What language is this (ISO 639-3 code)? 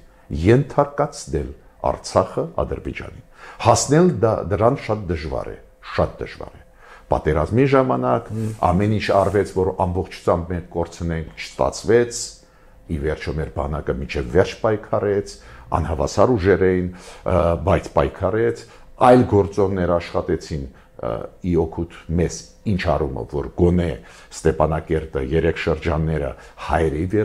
hye